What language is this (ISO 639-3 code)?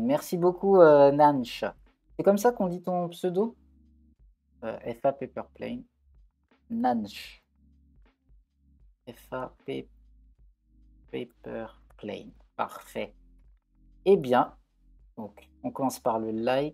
fra